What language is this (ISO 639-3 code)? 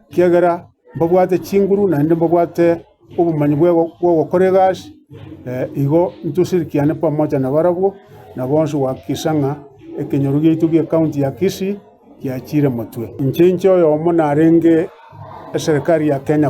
guz